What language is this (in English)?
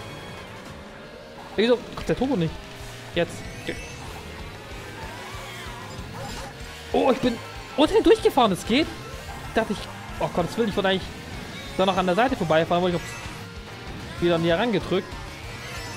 German